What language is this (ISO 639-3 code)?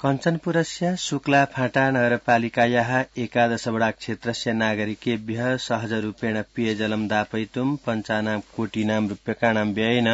san